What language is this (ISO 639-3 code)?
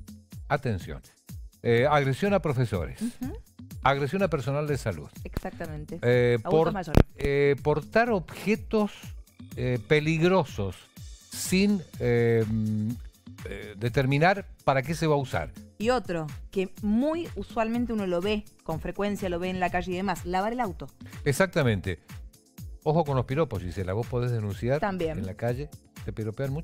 spa